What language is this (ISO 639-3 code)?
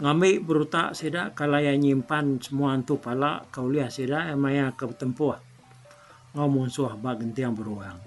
iba